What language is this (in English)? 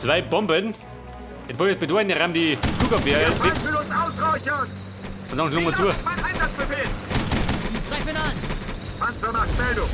Bavarian